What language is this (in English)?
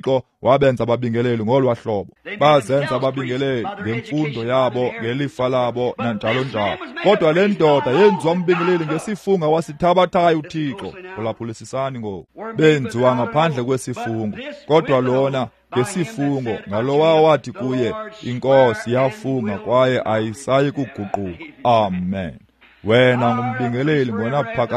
Xhosa